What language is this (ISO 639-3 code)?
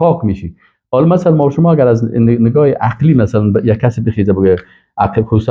fas